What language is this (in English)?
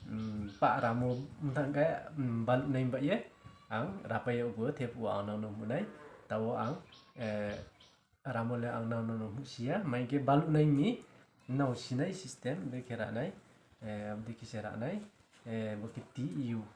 Riang (India)